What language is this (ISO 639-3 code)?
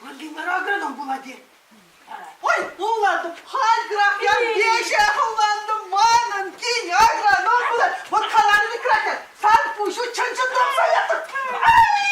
chv